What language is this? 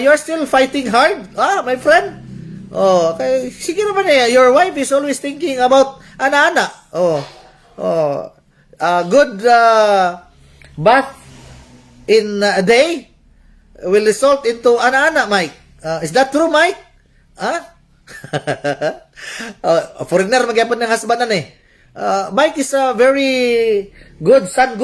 Cebuano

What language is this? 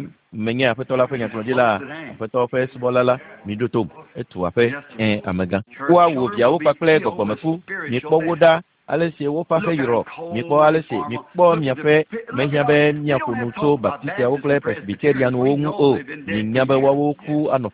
Ewe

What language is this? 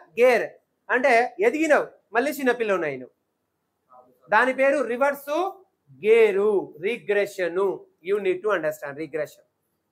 Telugu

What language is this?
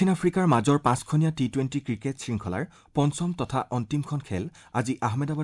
Assamese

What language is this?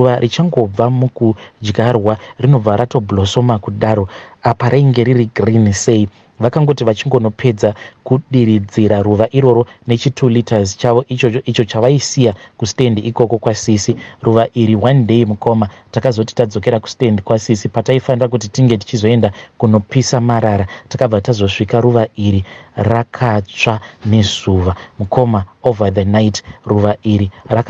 Shona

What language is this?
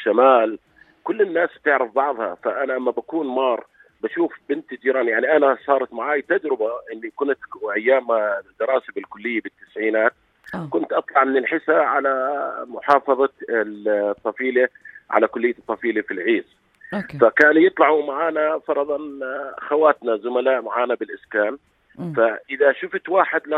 North Levantine Arabic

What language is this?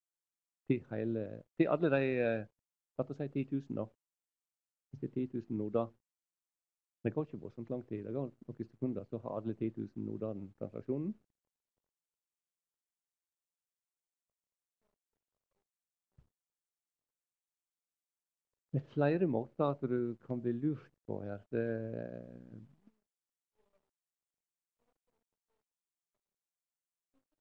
Norwegian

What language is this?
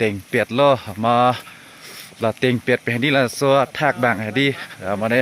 Karbi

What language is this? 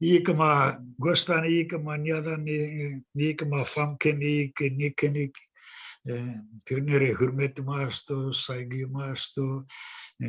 Zaza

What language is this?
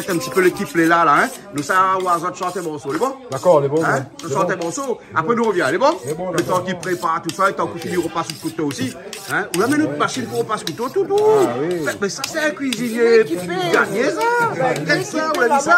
Réunion Creole French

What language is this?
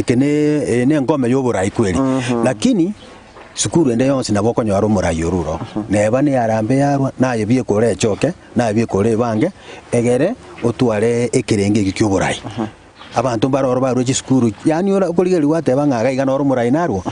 Gusii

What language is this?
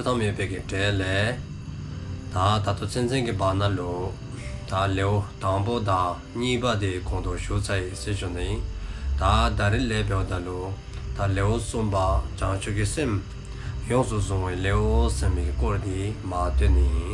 Dzongkha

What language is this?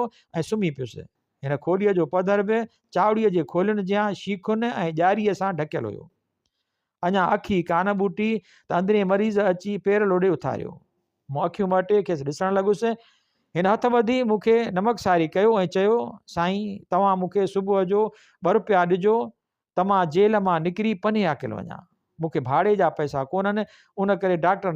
Sindhi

